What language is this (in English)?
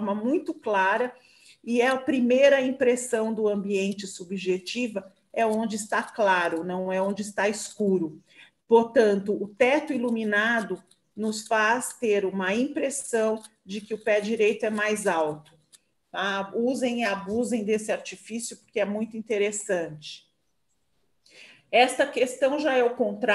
Portuguese